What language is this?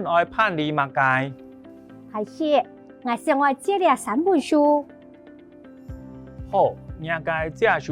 Hakka Chinese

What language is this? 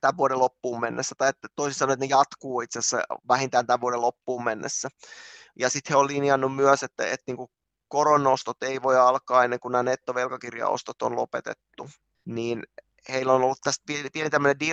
Finnish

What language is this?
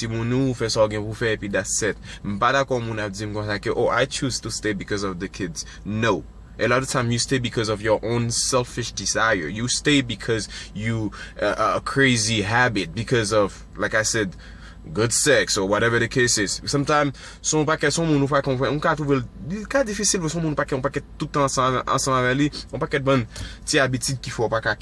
Haitian Creole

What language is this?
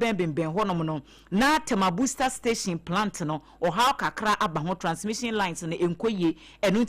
Akan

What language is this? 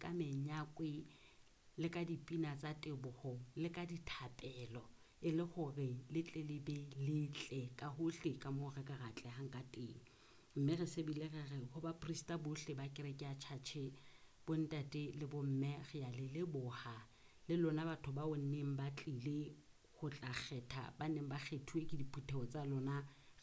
Southern Sotho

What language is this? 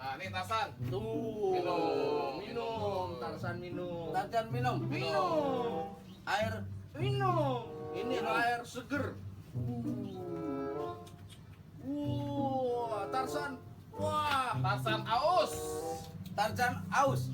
Betawi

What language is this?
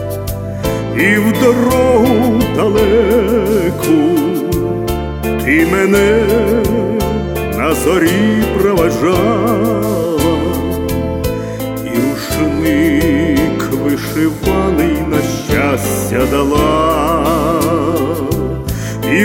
Ukrainian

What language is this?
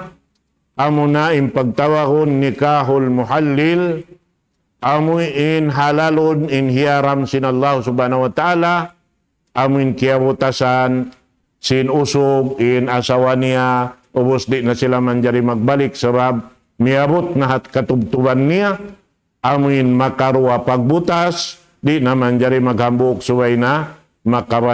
Tausug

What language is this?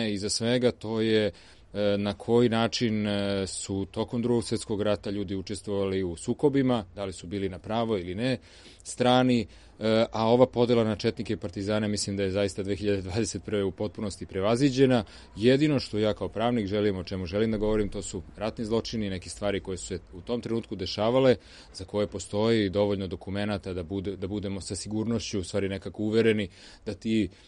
Serbian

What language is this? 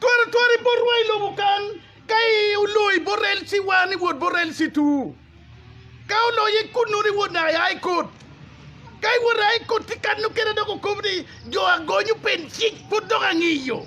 Acoli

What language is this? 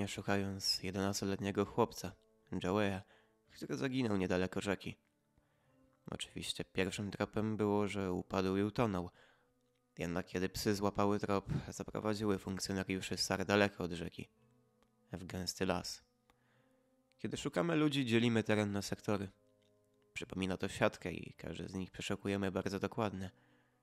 Polish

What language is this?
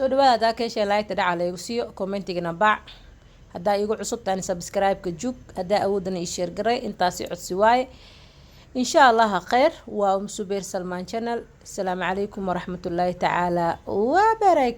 Somali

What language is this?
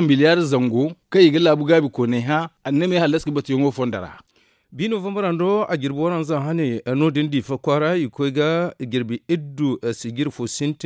Zarma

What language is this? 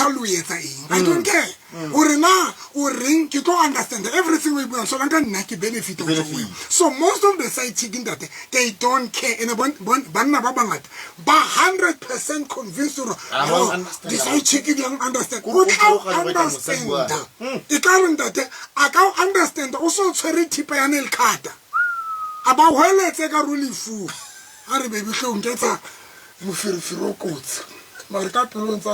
Tswana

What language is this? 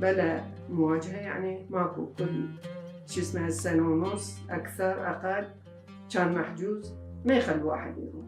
Mesopotamian Arabic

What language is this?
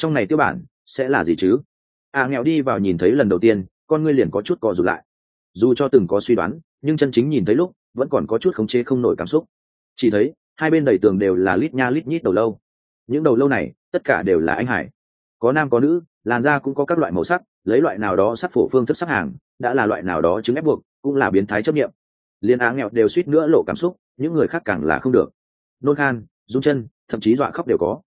Vietnamese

